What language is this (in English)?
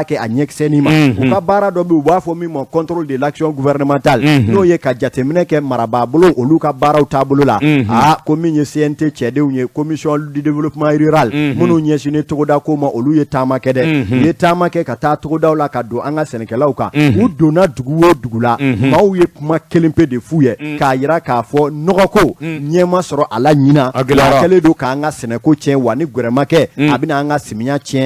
Bambara